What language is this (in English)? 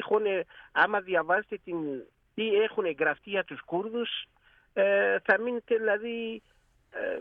Greek